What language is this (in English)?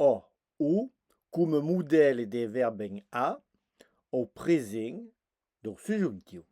Occitan